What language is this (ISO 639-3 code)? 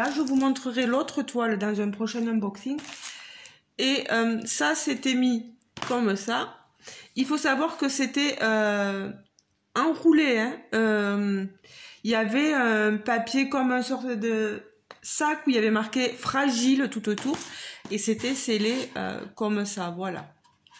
fra